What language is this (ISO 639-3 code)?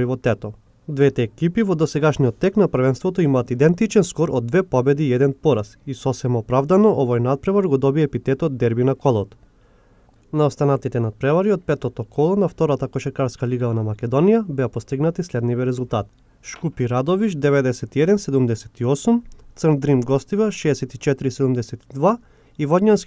mkd